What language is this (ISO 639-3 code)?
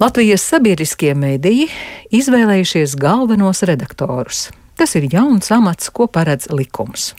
lav